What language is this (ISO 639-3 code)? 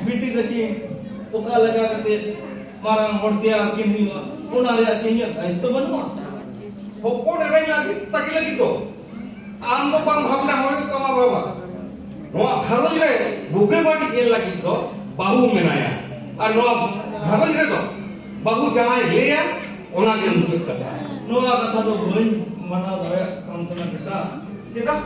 sat